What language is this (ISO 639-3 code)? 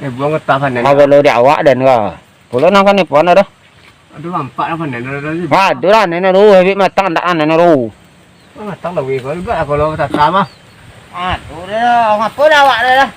min